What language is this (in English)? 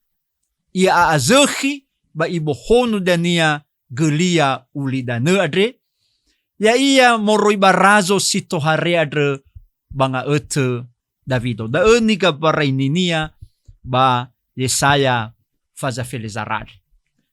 Nias